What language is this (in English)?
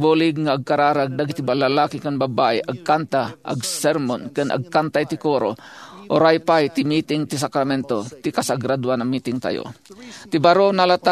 Iloko